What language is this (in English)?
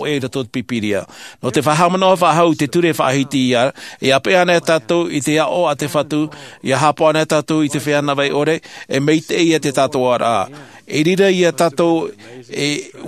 Tahitian